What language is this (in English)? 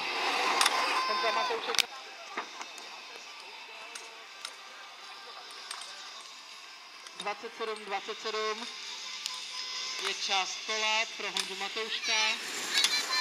Czech